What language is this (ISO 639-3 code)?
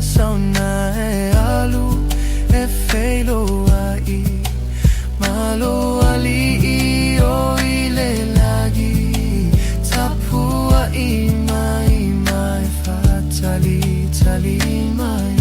smo